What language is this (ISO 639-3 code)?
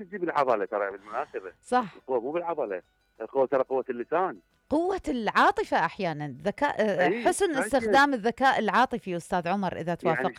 acm